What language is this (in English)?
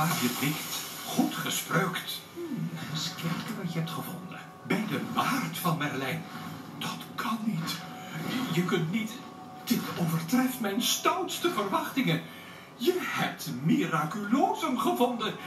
Dutch